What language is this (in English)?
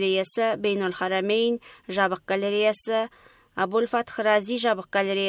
Kazakh